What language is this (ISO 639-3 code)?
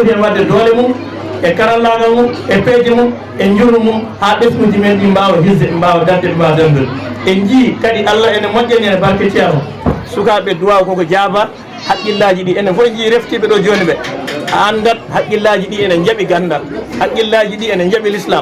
ful